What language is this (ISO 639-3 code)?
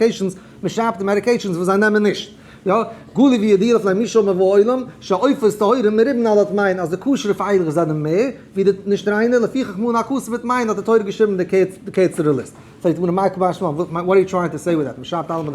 yid